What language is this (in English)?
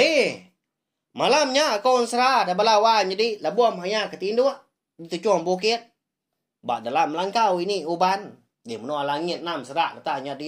Iban